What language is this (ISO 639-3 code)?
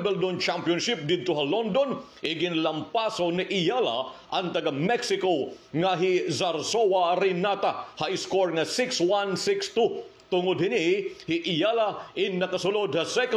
war